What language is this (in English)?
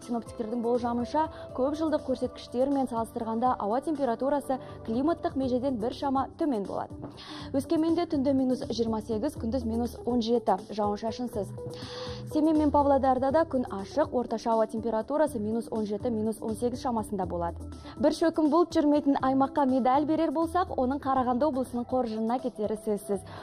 Kazakh